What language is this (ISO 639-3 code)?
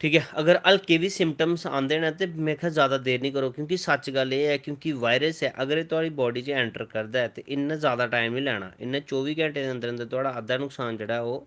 doi